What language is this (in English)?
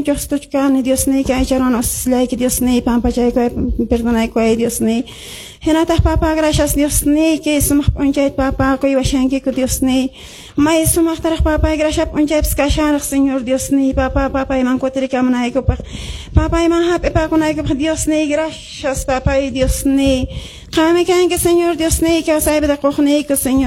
Quechua